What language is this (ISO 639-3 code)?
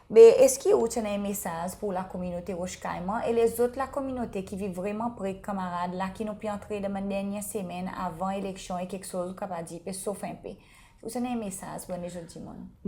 crs